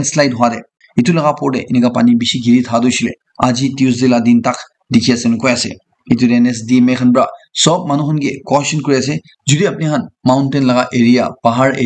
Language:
Naga Pidgin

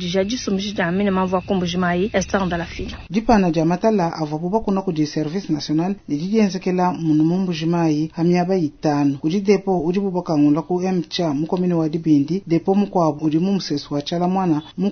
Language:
Luba-Lulua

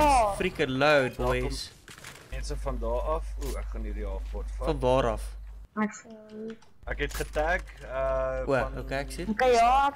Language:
Afrikaans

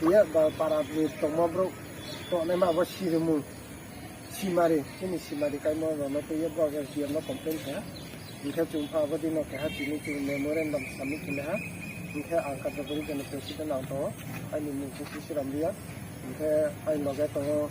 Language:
Riang (India)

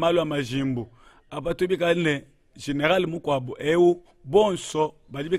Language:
Luba-Lulua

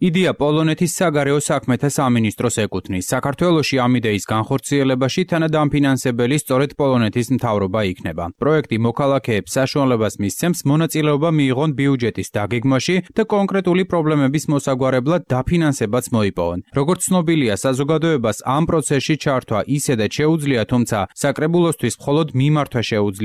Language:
Georgian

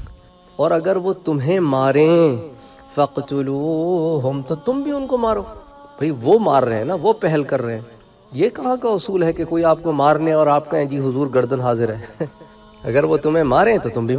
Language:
Urdu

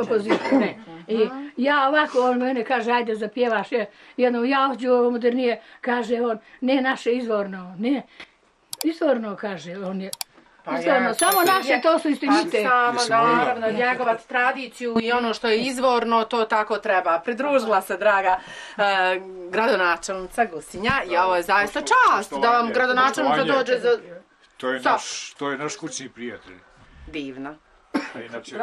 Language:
Bosnian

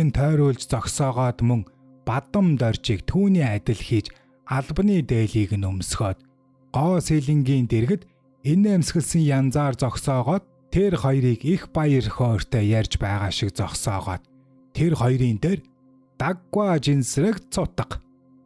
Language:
Mongolian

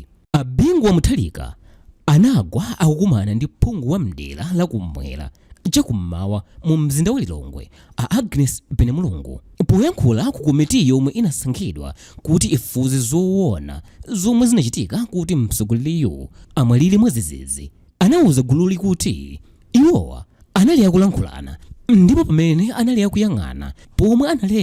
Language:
Nyanja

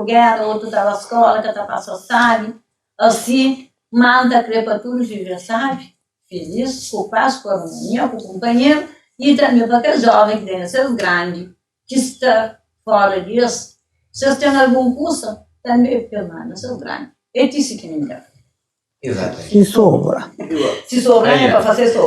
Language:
Kabuverdianu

